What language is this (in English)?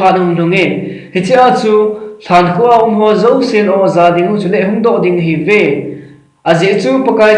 Thado Chin